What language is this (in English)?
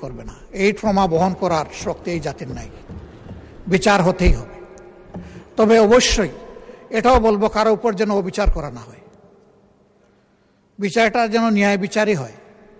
Bangla